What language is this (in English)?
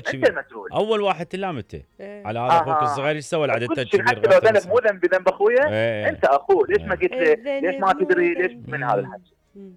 Mesopotamian Arabic